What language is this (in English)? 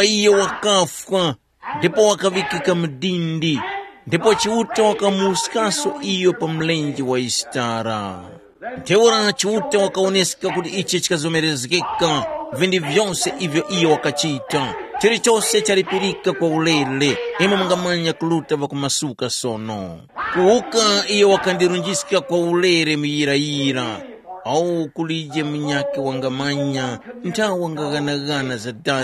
Tumbuka